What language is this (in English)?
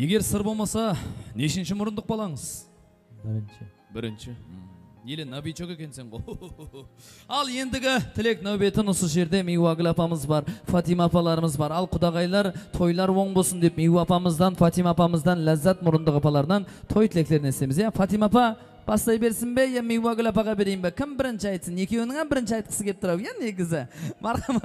Kara-Kalpak